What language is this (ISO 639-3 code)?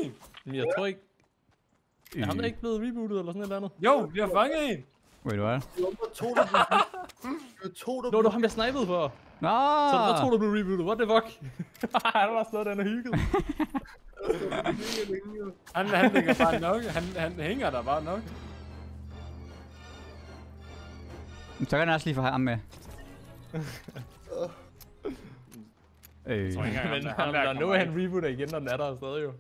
dan